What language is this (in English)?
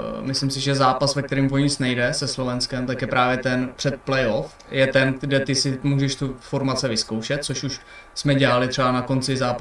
Czech